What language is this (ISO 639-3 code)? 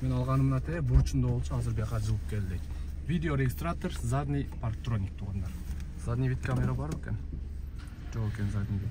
kir